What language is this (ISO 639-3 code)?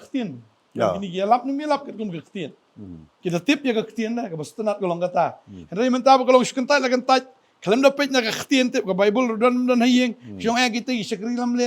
kha